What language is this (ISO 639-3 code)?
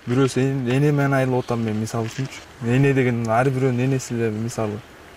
kir